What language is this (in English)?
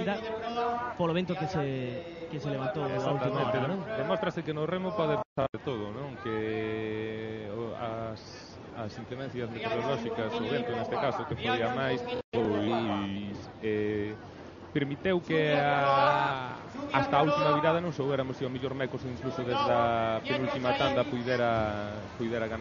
Galician